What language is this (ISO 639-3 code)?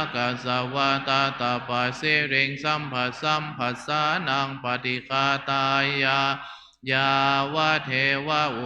pli